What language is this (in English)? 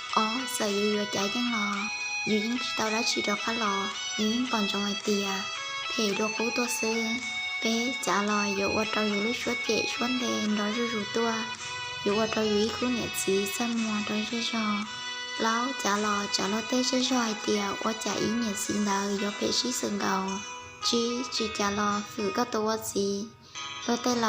Hmong